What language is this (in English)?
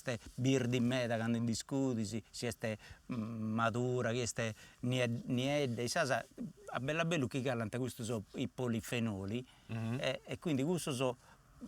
Sardinian